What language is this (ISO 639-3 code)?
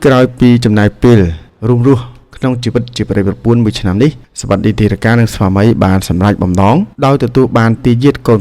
khm